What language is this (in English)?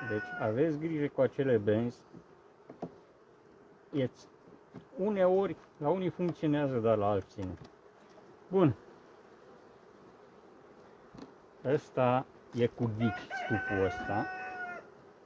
Romanian